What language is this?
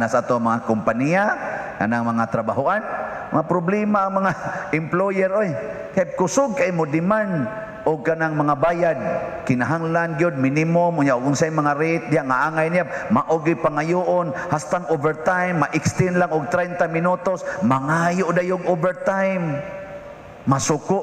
Cebuano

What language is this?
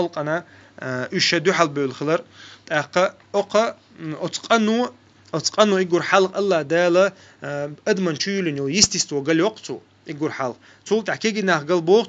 Chechen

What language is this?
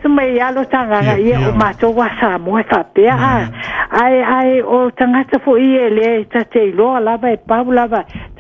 Samoan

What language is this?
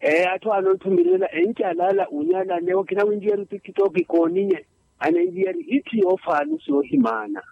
Makhuwa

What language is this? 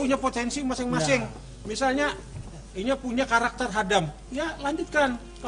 Banjar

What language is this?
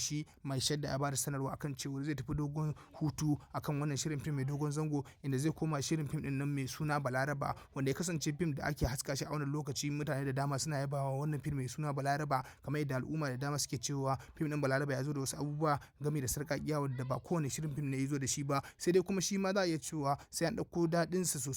Hausa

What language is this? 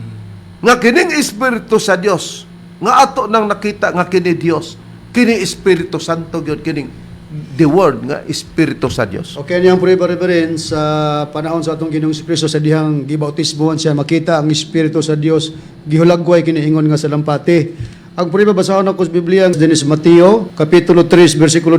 Cebuano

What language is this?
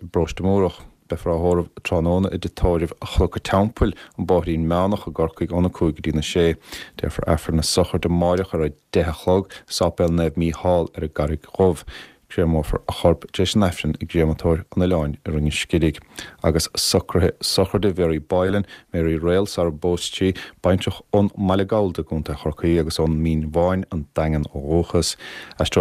Irish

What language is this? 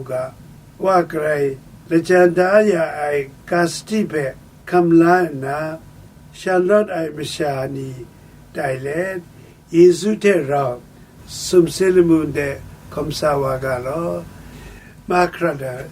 Kachin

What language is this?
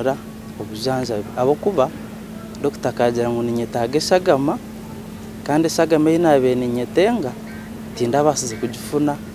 Nyankole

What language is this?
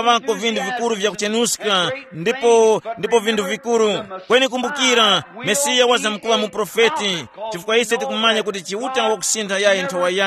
Tumbuka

